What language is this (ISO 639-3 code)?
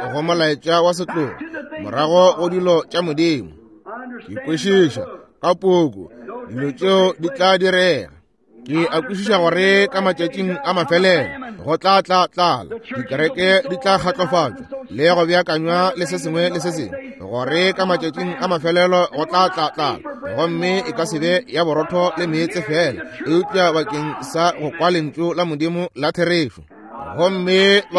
nso